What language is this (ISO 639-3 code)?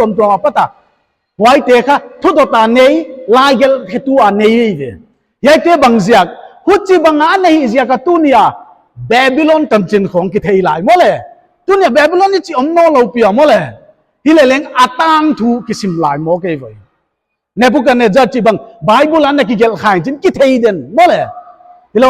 pck